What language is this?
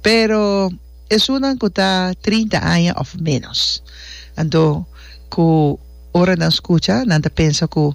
Papiamento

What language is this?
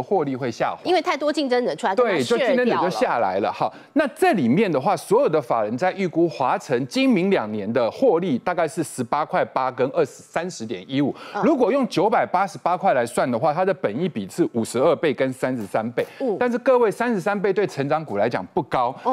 Chinese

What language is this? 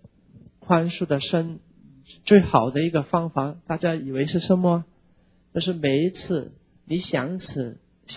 Chinese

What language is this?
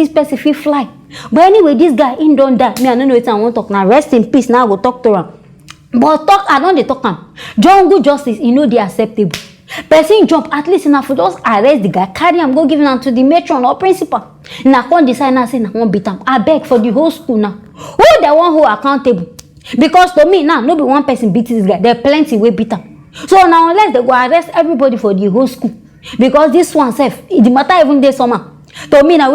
Nigerian Pidgin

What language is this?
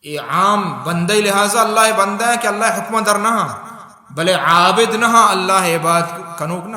Baluchi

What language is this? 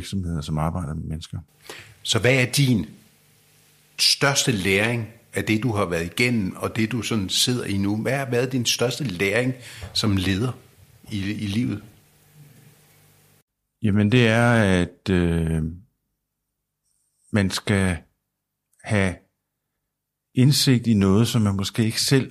Danish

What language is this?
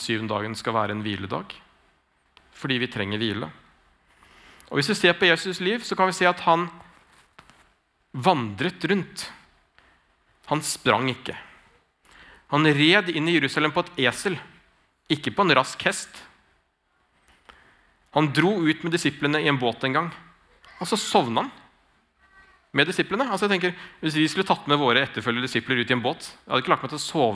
Norwegian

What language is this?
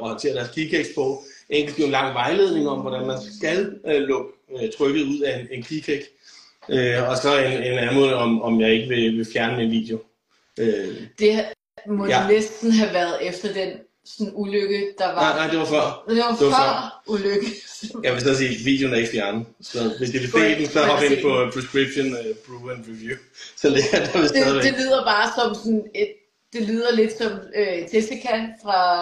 Danish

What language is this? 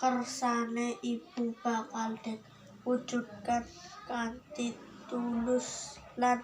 Javanese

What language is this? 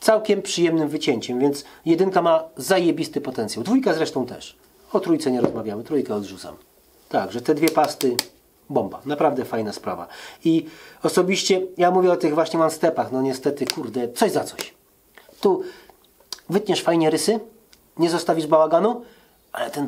Polish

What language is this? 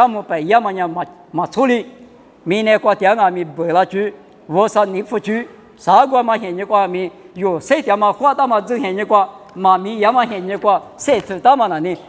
Lisu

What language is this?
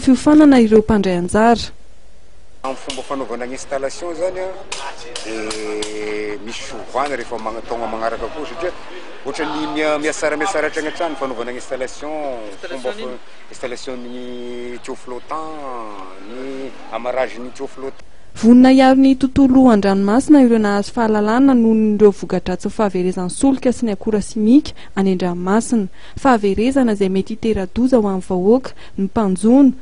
Malagasy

